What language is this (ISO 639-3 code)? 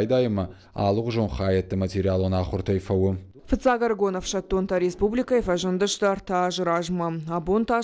oss